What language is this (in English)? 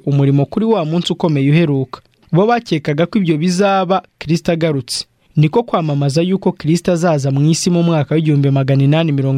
Kinyarwanda